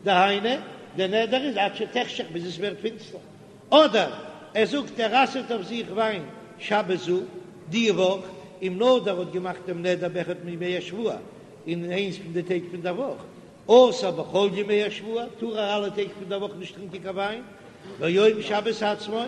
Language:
Yiddish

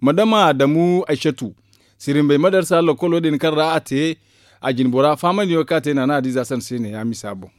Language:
Zarma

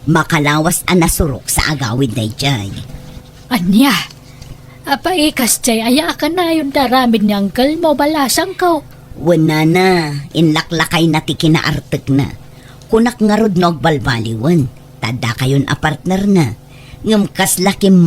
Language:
Iloko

